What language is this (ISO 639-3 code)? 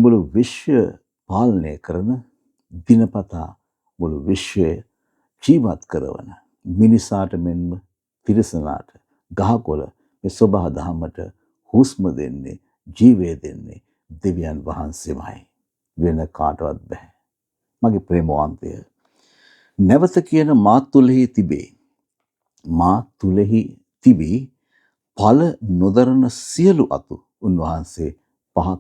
sin